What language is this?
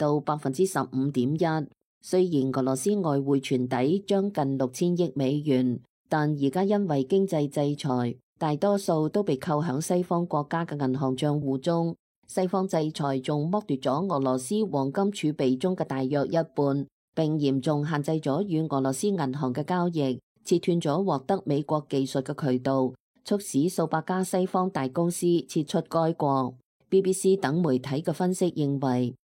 Cantonese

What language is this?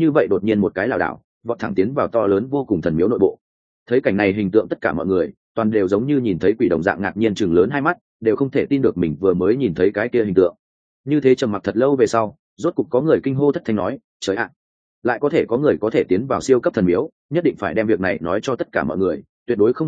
Vietnamese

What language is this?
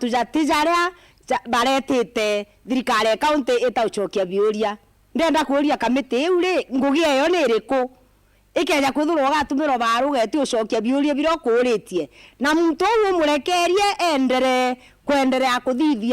Meru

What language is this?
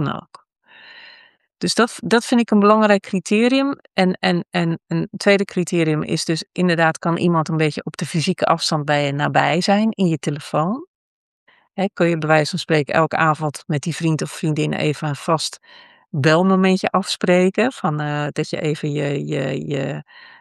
Dutch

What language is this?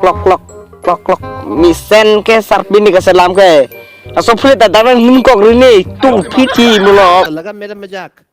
Karbi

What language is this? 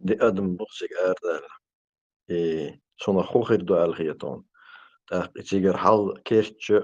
Chechen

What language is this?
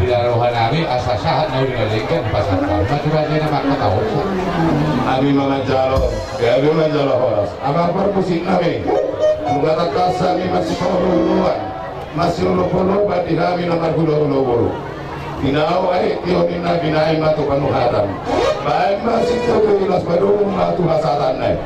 Batak Toba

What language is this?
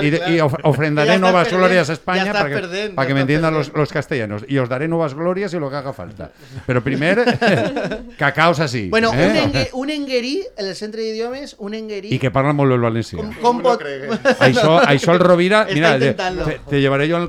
Catalan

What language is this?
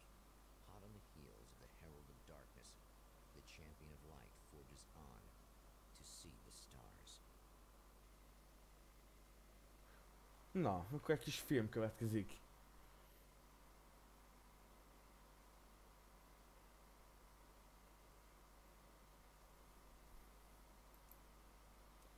Hungarian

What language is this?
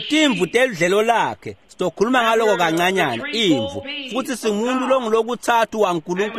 Swati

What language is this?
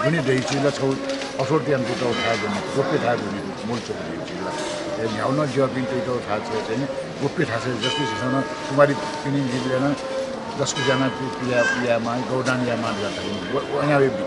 Newari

